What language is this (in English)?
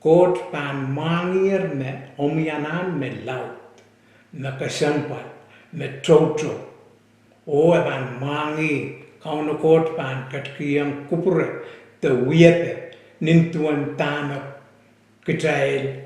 Pohnpeian